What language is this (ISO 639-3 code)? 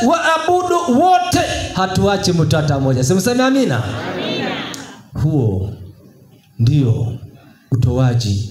swa